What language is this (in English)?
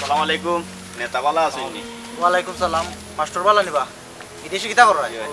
Sylheti